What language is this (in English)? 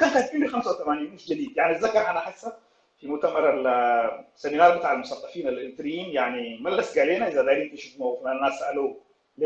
Sudanese Arabic